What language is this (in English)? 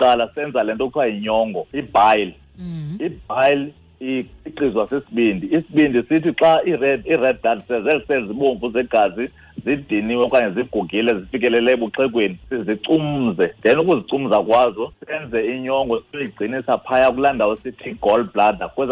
Xhosa